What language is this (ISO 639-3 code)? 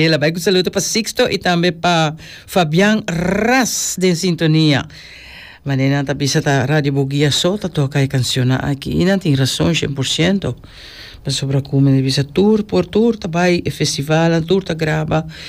pap